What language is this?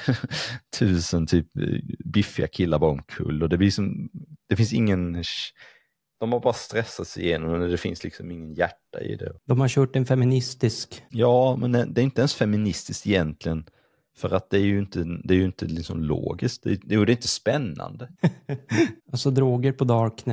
Swedish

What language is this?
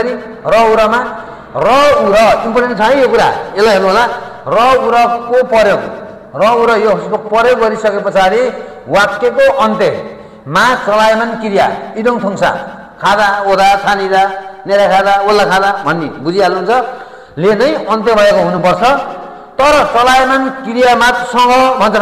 Nepali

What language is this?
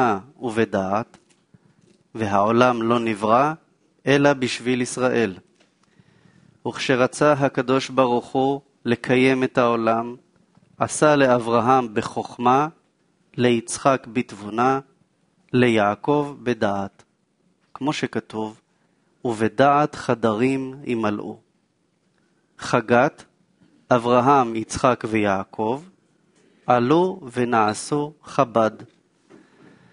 Hebrew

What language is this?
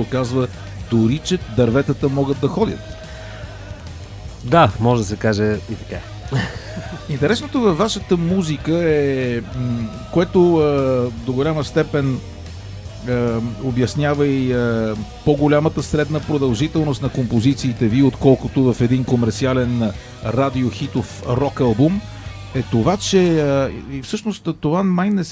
Bulgarian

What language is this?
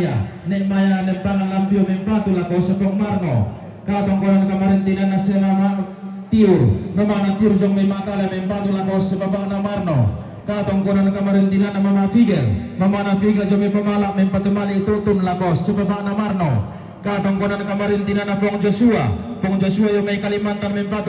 Toraja-Sa'dan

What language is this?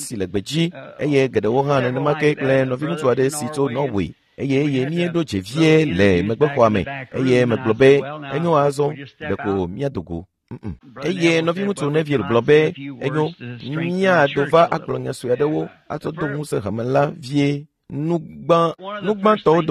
Ewe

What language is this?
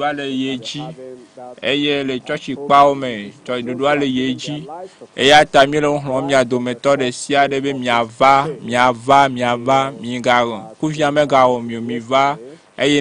Ewe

